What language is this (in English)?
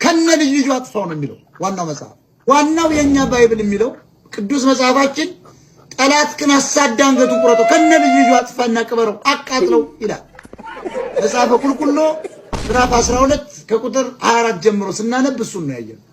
Amharic